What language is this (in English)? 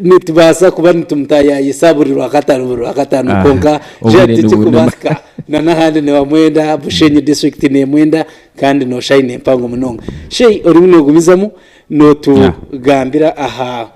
Nyankole